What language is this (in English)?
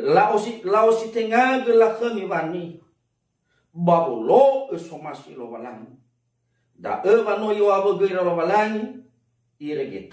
Nias